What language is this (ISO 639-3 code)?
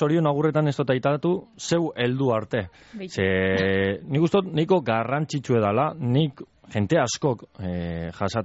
eus